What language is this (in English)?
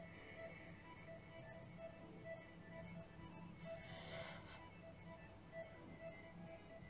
Turkish